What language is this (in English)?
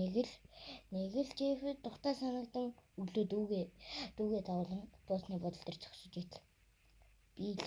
Mongolian